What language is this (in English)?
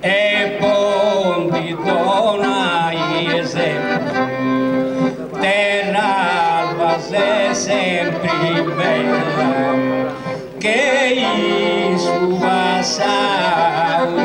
Sardinian